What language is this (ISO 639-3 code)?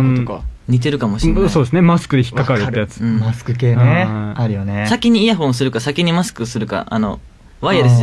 jpn